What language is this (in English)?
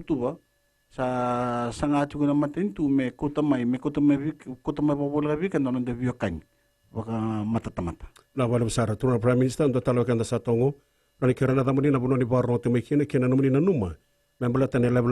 Fijian